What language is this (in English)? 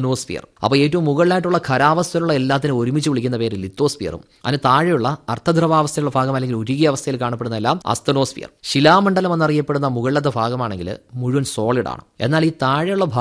Malayalam